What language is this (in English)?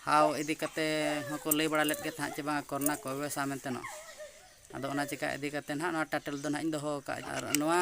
Santali